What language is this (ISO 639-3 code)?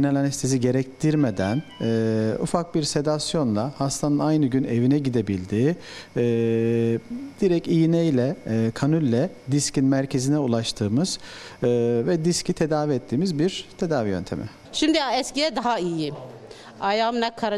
tur